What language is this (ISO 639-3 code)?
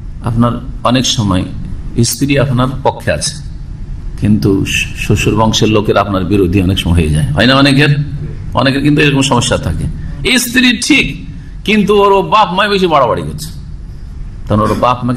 ben